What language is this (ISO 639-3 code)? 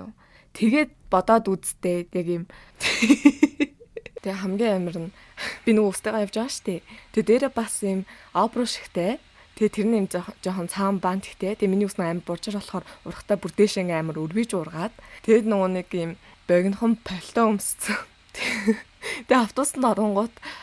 mon